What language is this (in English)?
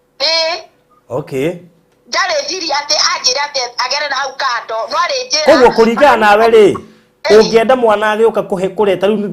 Kikuyu